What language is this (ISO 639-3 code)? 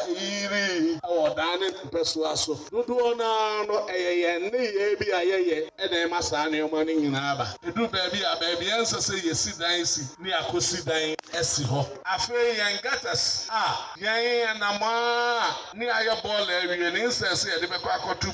aka